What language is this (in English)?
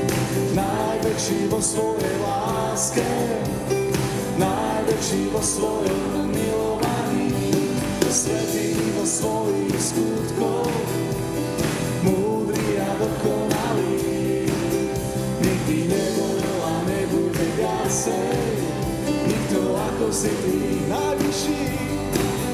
Slovak